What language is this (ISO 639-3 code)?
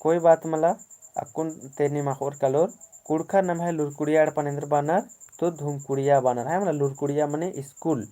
kru